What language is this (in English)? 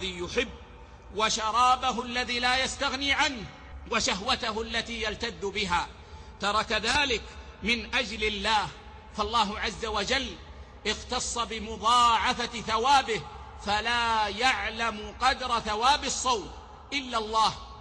Arabic